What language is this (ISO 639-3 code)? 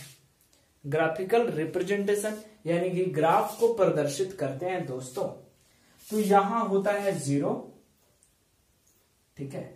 hin